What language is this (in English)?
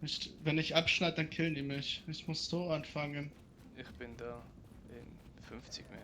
Swiss German